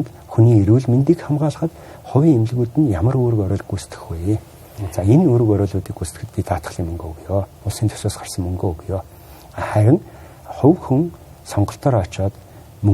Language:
Mongolian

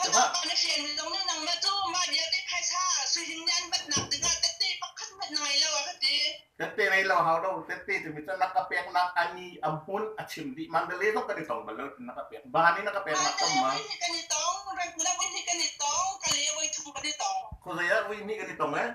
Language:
Hakha Chin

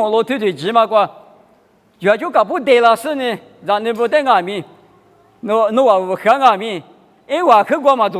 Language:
Lisu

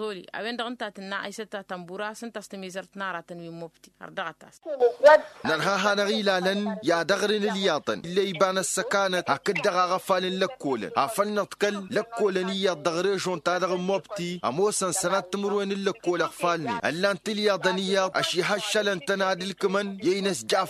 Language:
Tamasheq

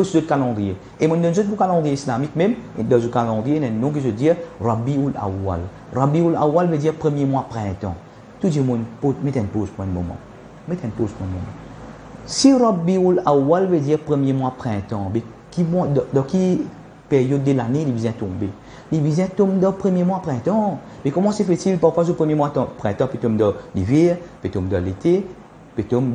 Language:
Morisyen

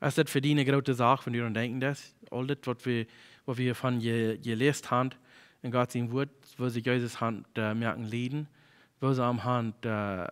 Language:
Plautdietsch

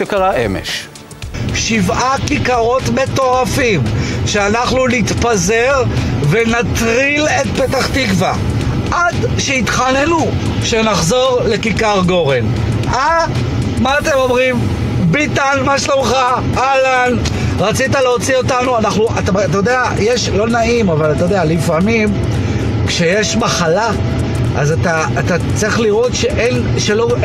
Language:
Hebrew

